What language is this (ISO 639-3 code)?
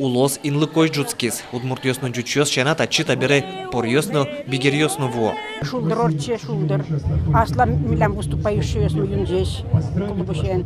udm